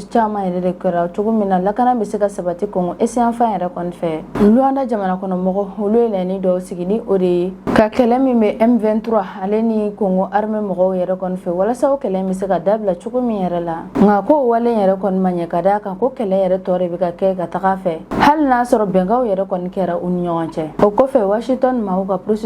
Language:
Bambara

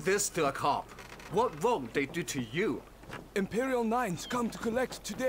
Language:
Bavarian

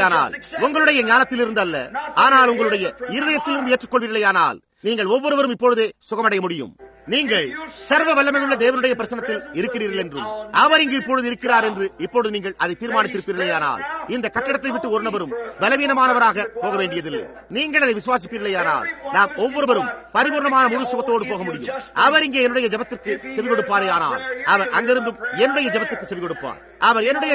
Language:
Tamil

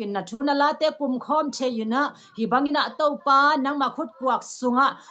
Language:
Tedim Chin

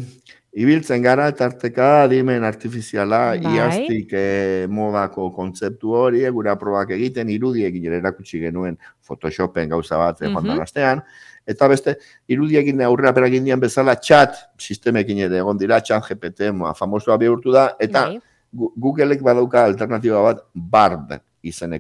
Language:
Basque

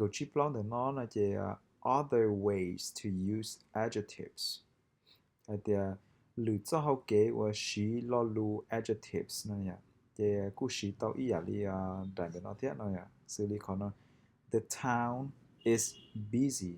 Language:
Hmong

